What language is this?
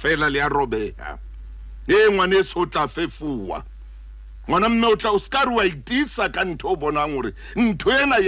Southern Sotho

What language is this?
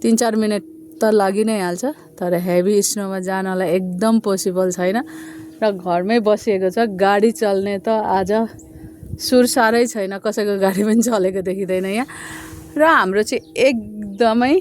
Nepali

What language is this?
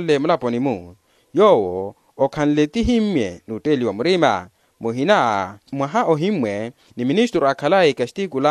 Makhuwa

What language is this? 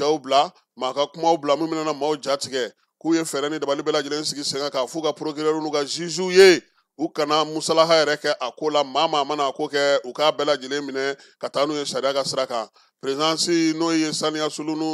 Bambara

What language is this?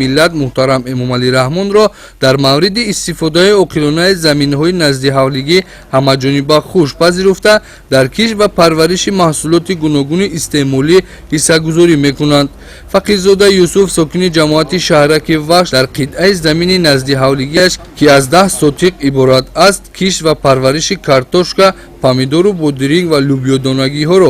Tajik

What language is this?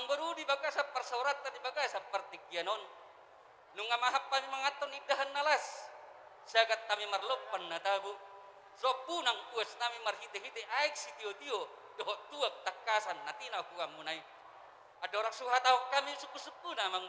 Batak Toba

